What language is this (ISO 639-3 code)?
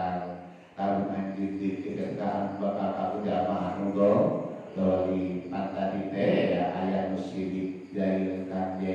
sun